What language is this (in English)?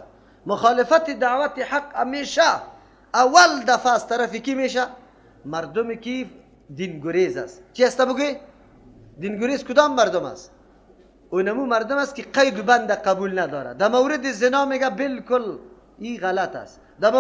Persian